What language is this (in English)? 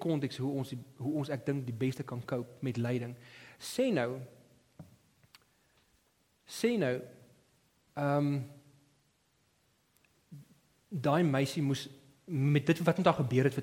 Afrikaans